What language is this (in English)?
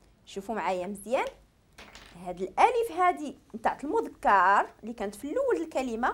Moroccan Arabic